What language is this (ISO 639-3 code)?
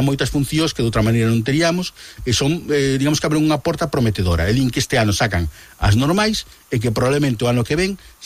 glg